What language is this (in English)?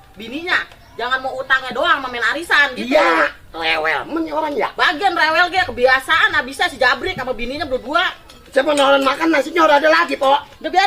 Betawi